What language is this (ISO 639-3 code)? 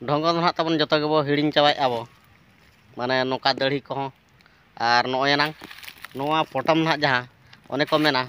sat